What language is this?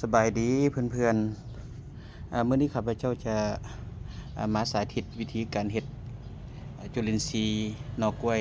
Lao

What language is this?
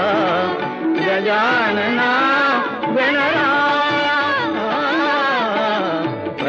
Marathi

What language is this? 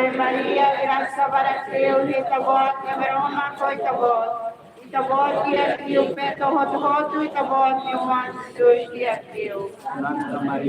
Tetum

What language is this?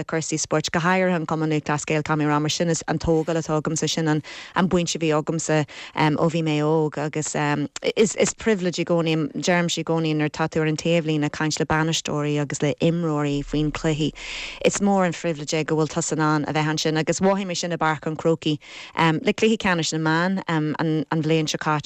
Irish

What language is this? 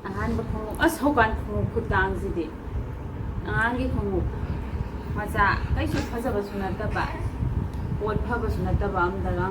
Manipuri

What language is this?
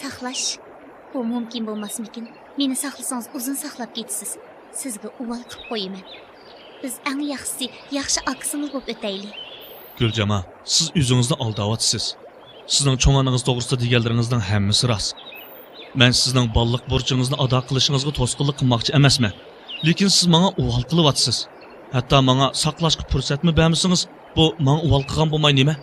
Uyghur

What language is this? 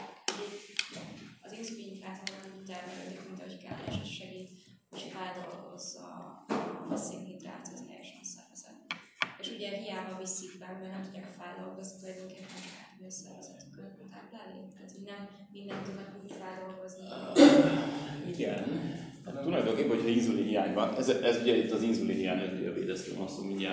Hungarian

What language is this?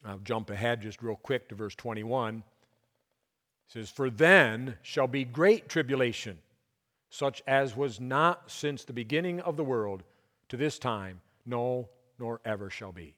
English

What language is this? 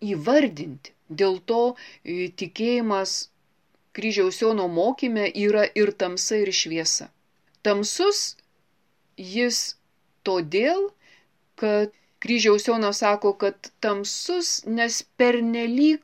Lithuanian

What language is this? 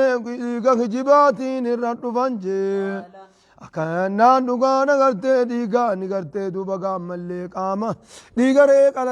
Oromo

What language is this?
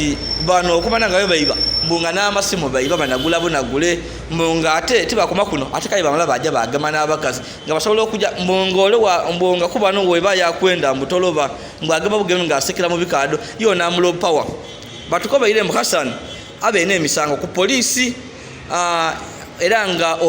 Ganda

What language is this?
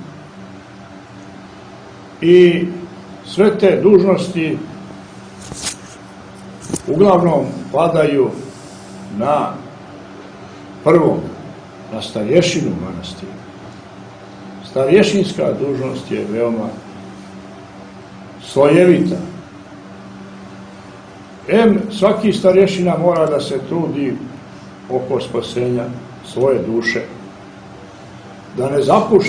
Serbian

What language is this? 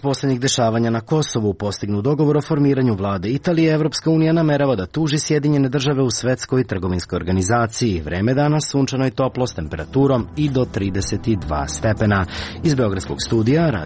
Serbian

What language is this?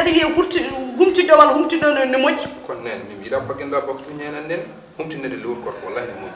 Fula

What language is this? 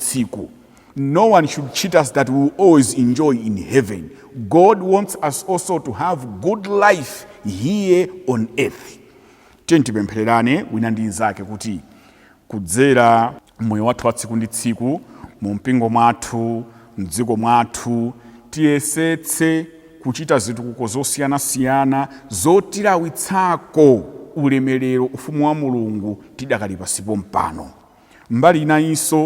Nyanja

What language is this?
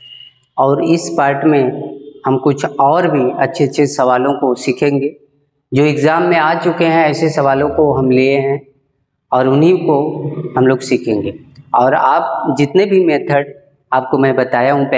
Hindi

